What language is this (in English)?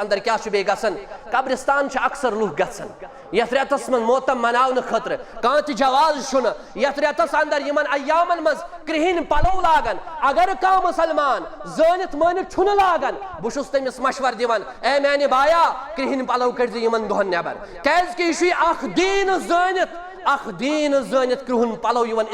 Kashmiri